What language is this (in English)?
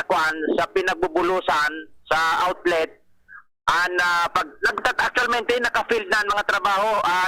Bikol